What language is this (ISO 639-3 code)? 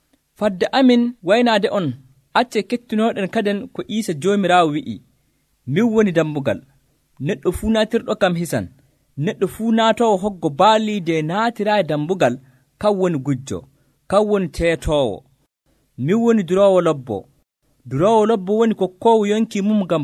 fuv